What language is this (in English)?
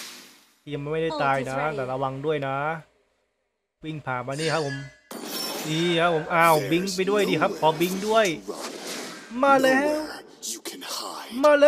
Thai